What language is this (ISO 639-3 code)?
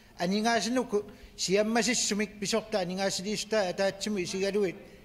kal